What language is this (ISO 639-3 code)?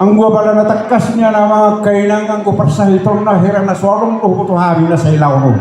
bbc